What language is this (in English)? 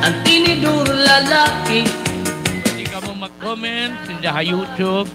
Waray